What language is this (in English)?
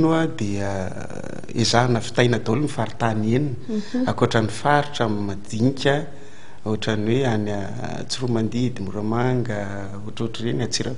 Malagasy